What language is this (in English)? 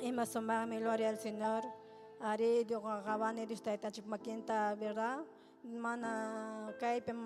Ayacucho Quechua